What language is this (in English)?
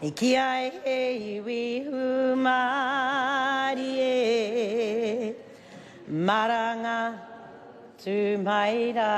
Māori